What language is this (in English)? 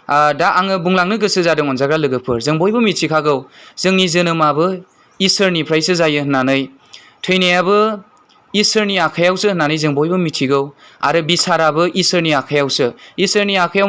Bodo